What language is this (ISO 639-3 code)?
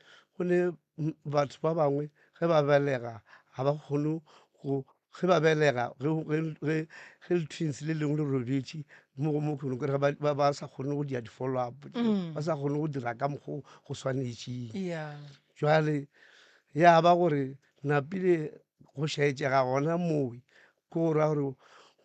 nso